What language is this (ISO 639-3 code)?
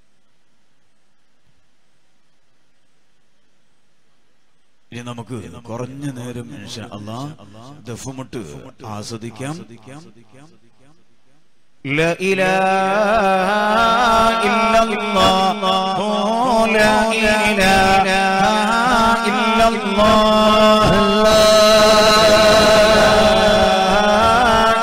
mal